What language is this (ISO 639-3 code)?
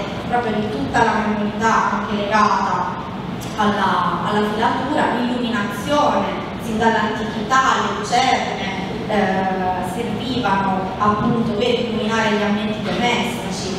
ita